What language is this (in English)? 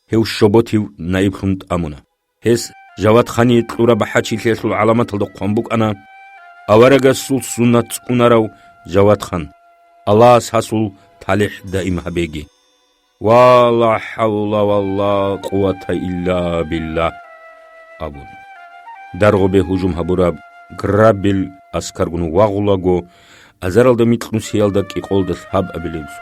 Avaric